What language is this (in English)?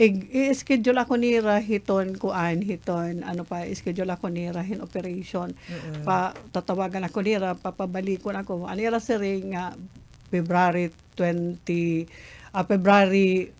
Waray